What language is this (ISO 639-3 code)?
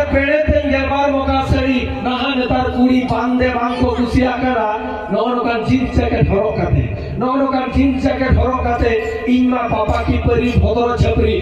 sat